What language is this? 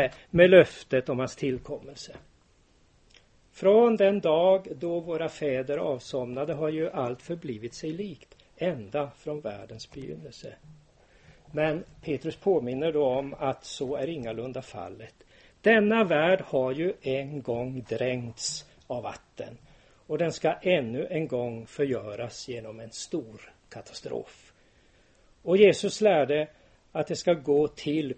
Swedish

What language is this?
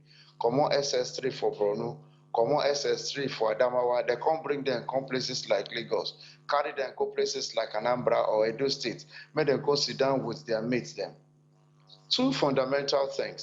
Nigerian Pidgin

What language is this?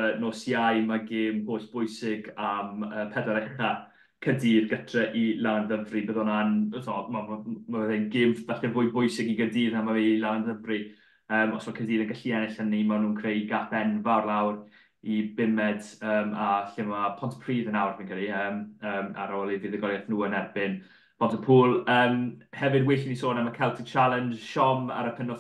Welsh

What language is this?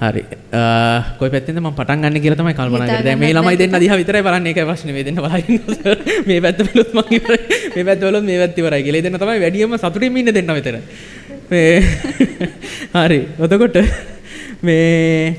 Sinhala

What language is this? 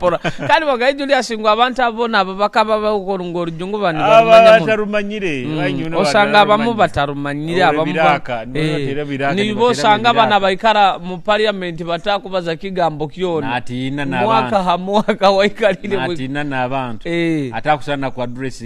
Nyoro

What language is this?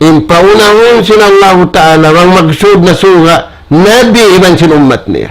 Tausug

